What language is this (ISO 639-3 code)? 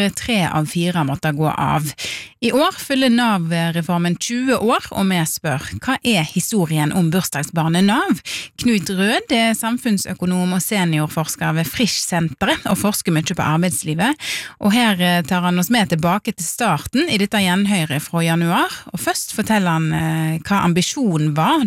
nor